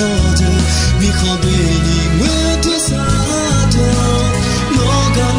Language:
Akha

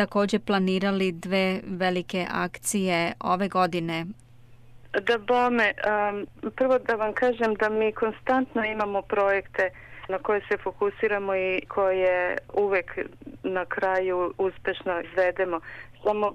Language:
Serbian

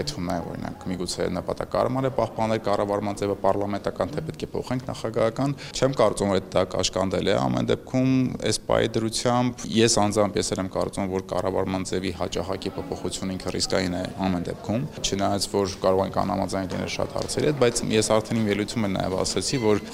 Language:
Armenian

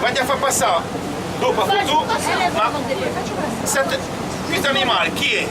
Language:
Corsican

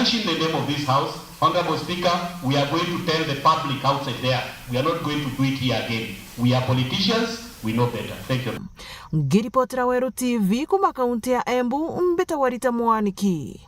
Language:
Meru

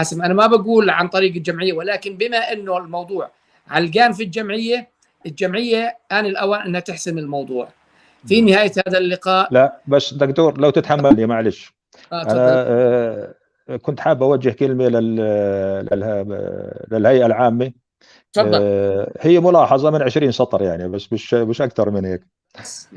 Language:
North Levantine Arabic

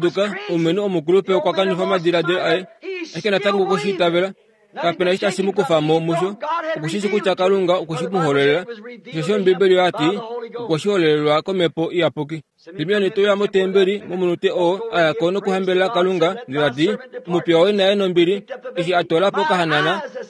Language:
Kuanyama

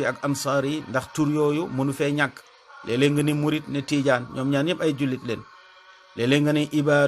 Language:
Wolof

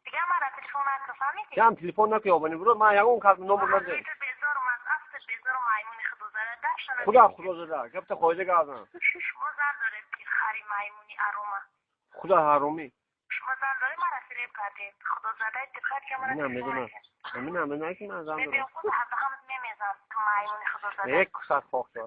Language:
Tajik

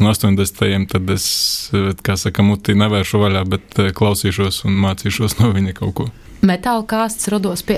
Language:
Latvian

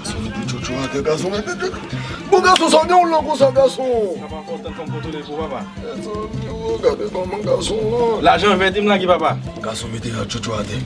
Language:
Haitian Creole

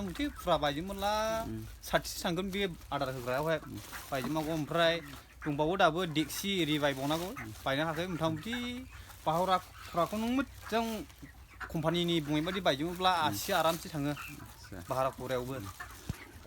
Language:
Bodo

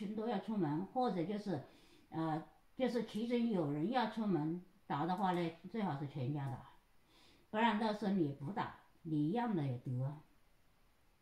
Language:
Chinese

